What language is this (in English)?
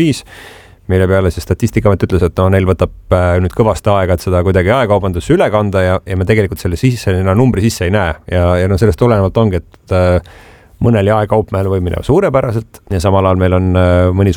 Estonian